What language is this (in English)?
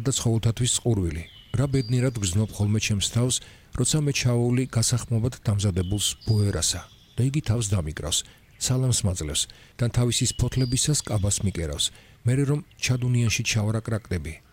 Georgian